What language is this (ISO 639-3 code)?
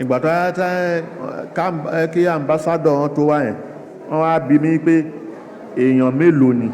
yor